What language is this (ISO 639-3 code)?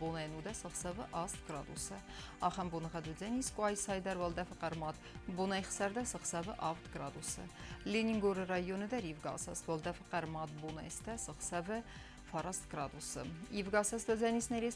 oss